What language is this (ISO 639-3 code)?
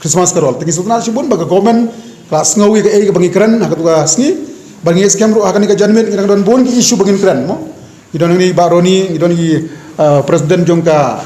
kha